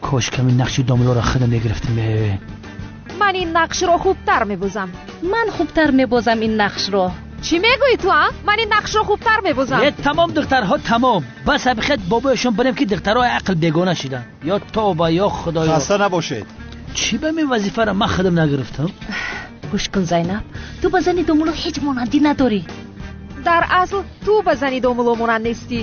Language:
Tajik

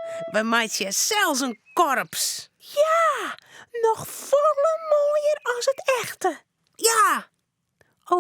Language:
Western Frisian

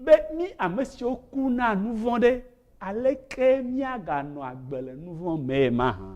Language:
Ewe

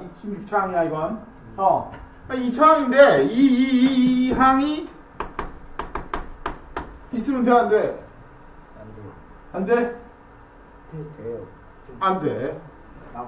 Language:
Korean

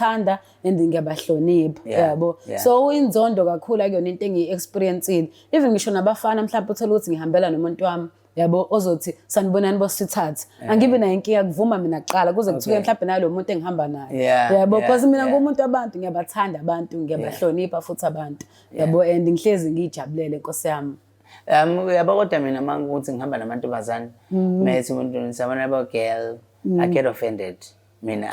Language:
Zulu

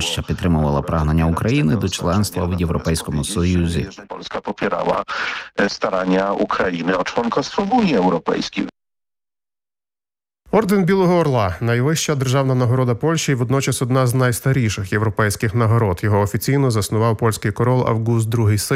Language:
Ukrainian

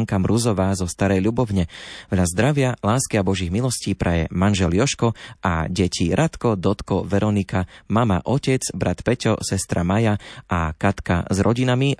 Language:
Slovak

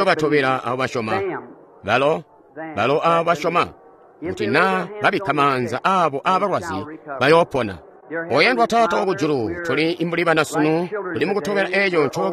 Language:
Tonga (Zambia)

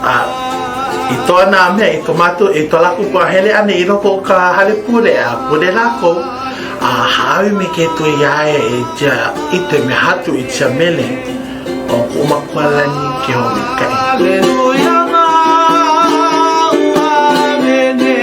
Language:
Hawaiian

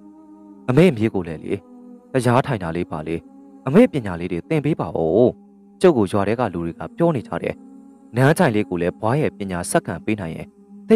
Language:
Burmese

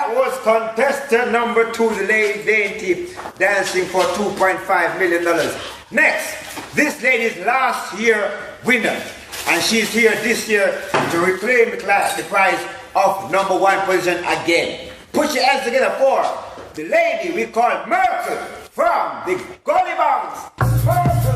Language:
Jamaican Creole English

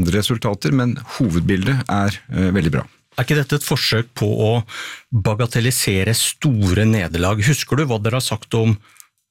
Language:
Norwegian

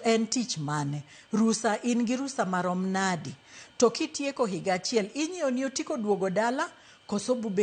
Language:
Luo (Kenya and Tanzania)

